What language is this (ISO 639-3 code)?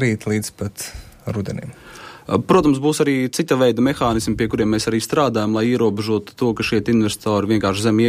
lav